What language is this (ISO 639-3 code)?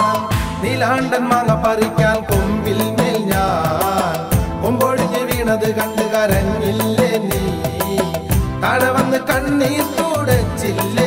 mal